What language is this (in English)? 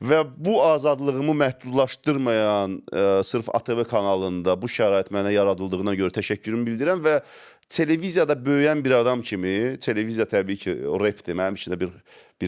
Azerbaijani